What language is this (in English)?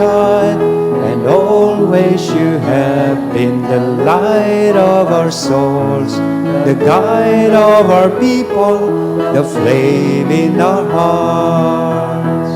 Bikol